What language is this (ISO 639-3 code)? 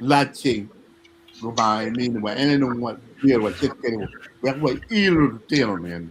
ach